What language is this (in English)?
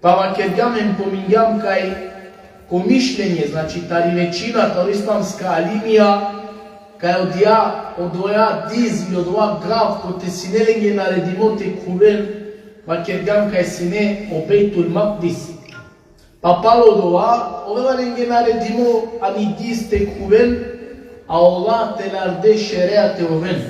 Balkan Romani